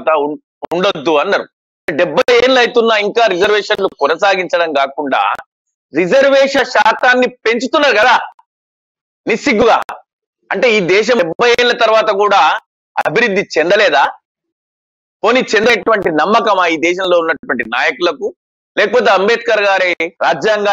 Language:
Telugu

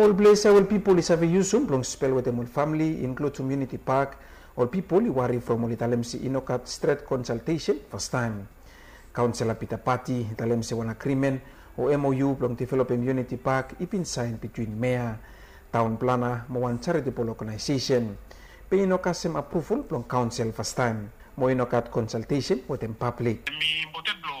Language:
Bislama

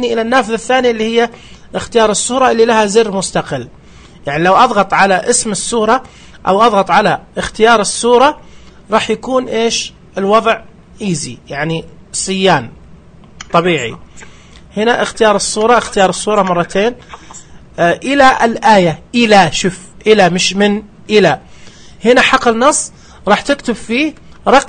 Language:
Najdi Arabic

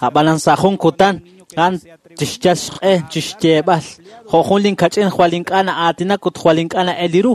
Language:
Kekchí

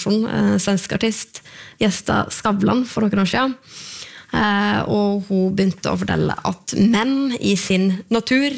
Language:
Norwegian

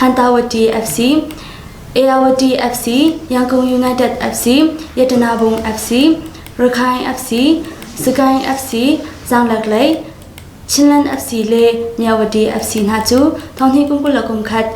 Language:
Hakha Chin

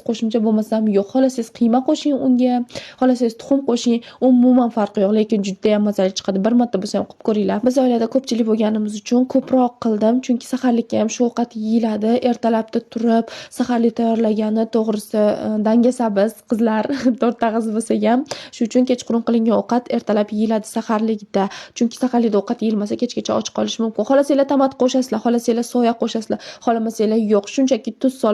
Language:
Uzbek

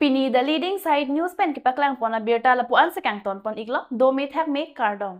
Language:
Karbi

